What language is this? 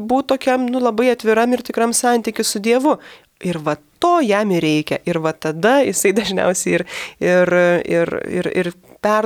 Lithuanian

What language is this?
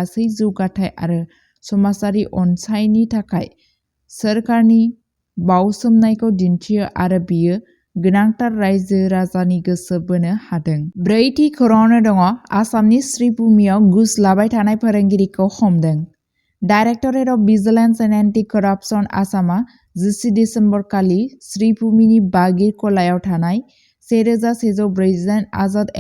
Bodo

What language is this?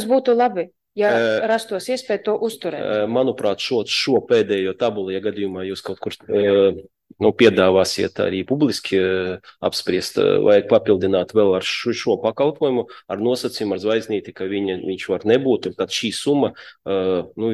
Latvian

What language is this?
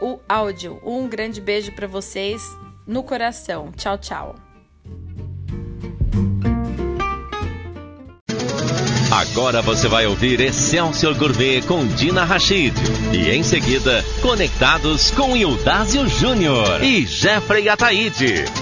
Portuguese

